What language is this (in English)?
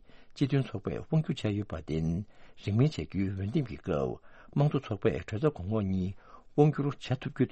Tibetan